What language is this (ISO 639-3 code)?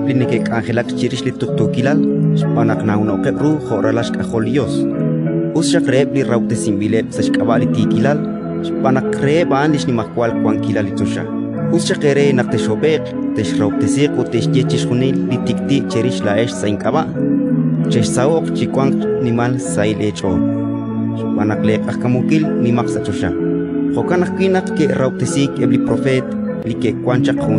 kek